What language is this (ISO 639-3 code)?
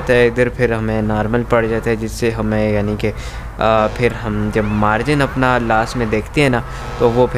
hin